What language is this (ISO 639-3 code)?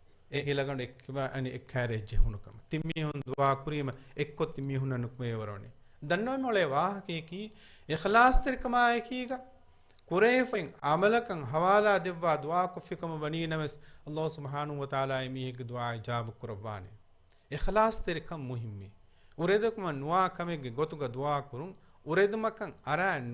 div